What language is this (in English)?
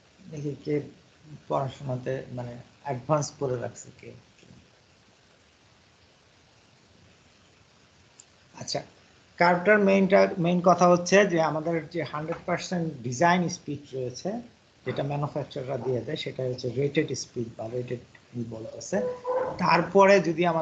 Bangla